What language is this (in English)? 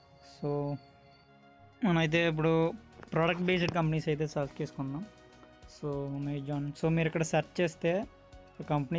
Telugu